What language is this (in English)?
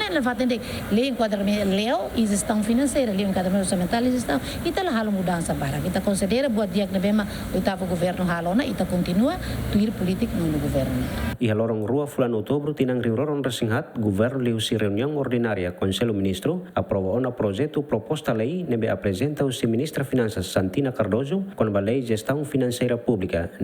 Tetum